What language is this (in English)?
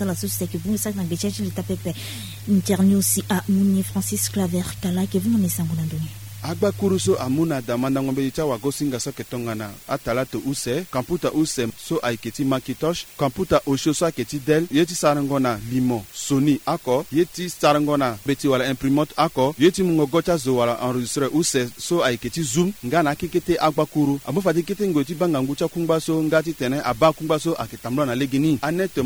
Sango